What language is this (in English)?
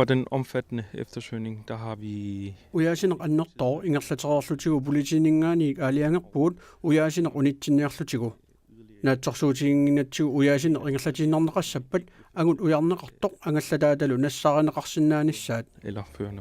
Kalaallisut